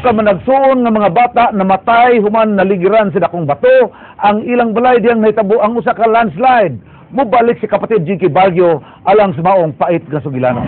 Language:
Cebuano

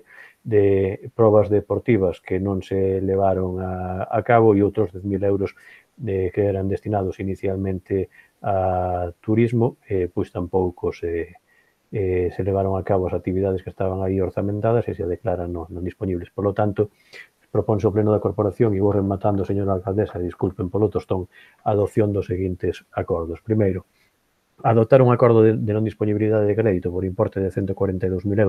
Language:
Galician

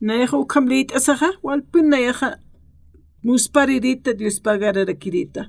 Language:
Aymara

